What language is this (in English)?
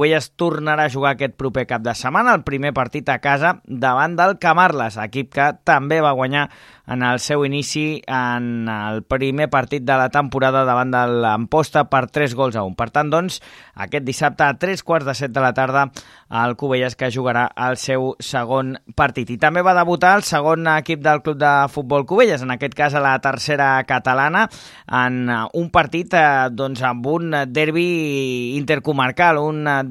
Catalan